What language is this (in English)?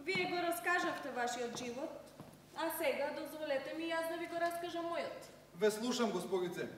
Macedonian